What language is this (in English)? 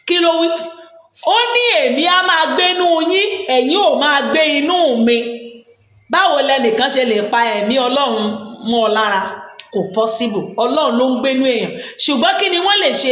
Yoruba